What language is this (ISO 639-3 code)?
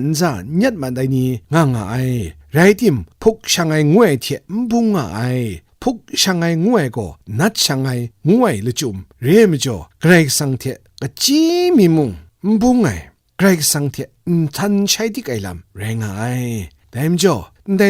kac